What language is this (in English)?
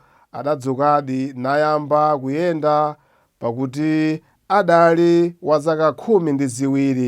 Nyanja